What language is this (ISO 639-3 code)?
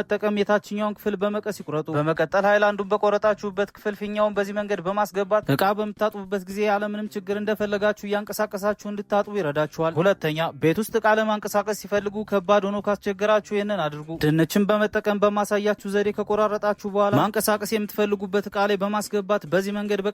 amh